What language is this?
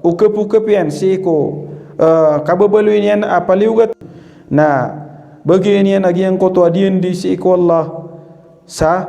Maranao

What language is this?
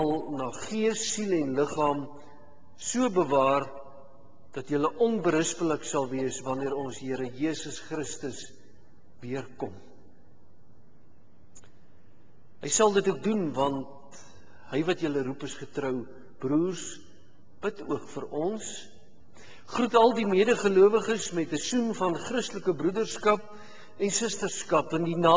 Afrikaans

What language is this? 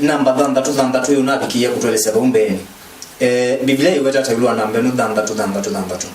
Kamba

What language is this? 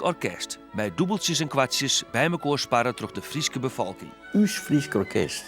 Western Frisian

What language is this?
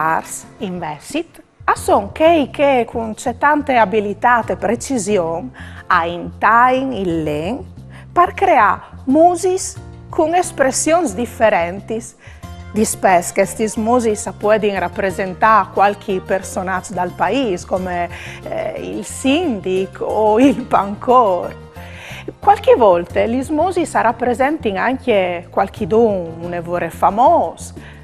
Friulian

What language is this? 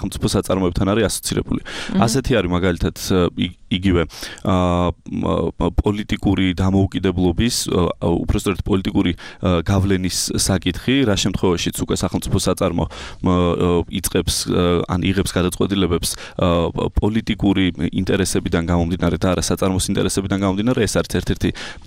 Georgian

